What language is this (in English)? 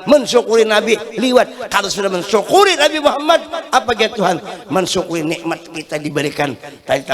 Banjar